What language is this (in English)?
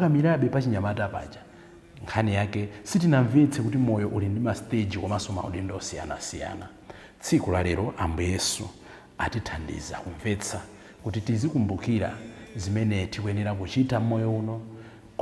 Nyanja